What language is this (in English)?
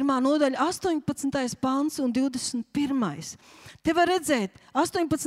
Latvian